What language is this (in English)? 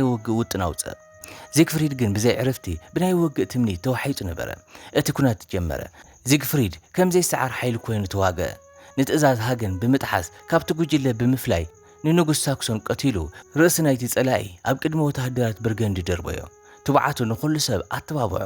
Tigrinya